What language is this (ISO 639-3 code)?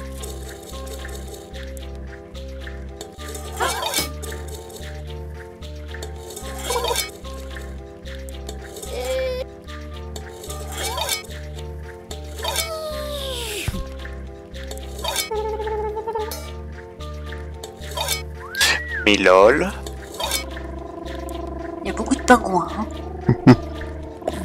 fra